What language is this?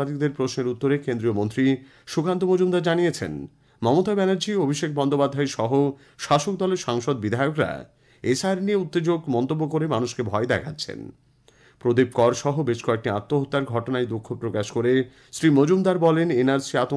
Bangla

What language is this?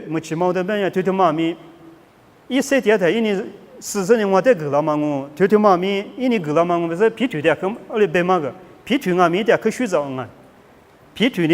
Lisu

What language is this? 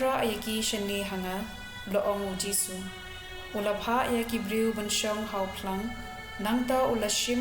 Khasi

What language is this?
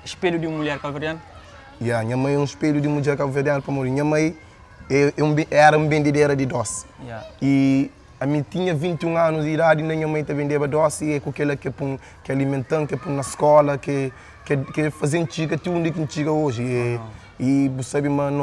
Kabuverdianu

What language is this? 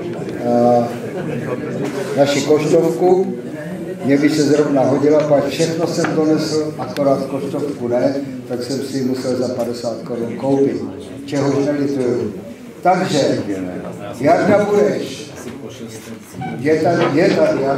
Czech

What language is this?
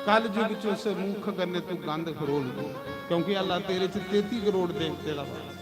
Dogri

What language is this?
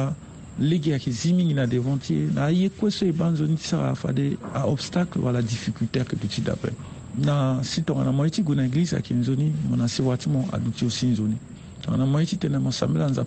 Sango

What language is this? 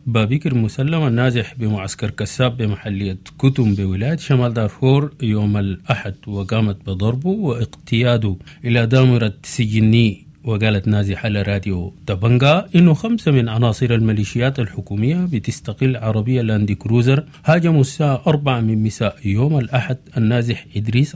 Sudanese Arabic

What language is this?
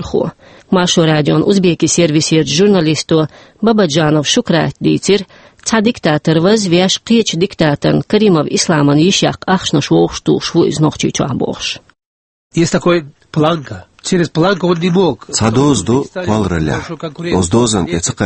Chechen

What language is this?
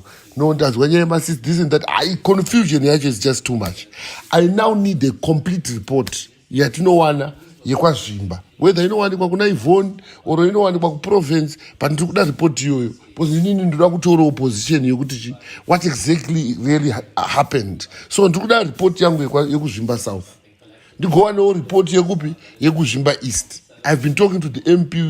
Shona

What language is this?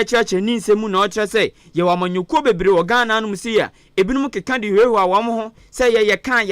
Akan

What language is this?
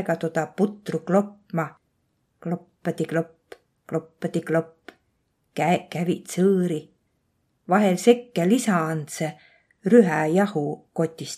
Võro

